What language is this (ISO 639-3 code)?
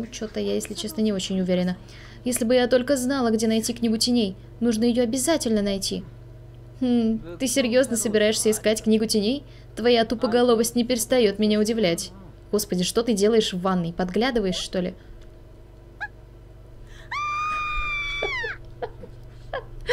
rus